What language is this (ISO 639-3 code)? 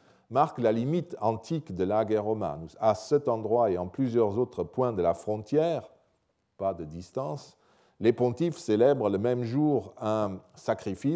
fra